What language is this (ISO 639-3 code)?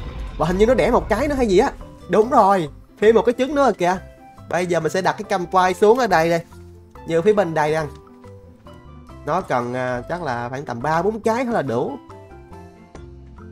vie